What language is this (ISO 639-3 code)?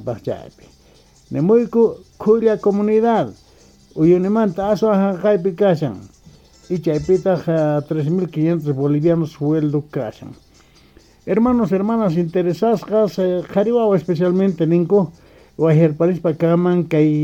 que